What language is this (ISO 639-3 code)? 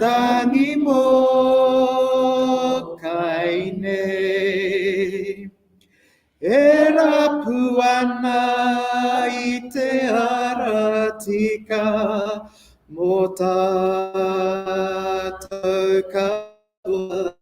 mri